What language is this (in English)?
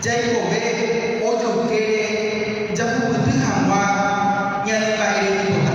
Guarani